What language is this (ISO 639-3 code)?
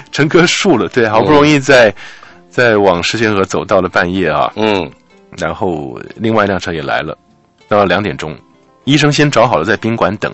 zho